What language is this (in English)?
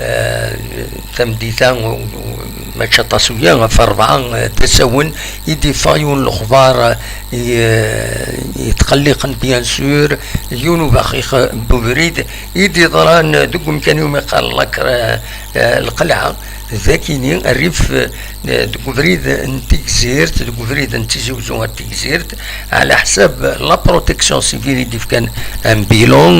Kabyle